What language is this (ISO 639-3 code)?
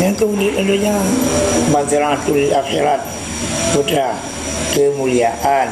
ace